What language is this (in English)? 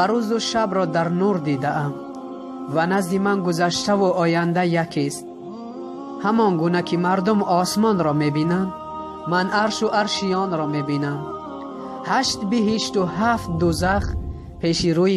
Tajik